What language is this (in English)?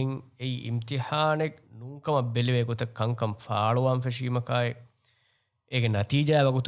Divehi